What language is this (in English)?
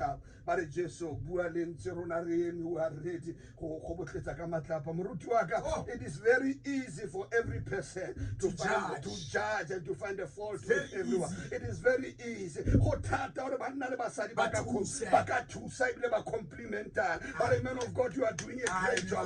Tswana